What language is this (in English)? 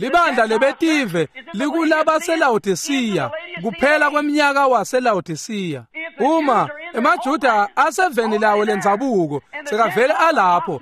Swati